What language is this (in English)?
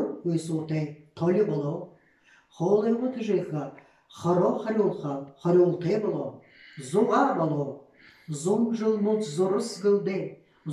Buriat